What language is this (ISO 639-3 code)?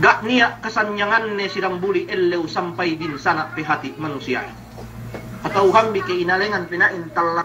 yka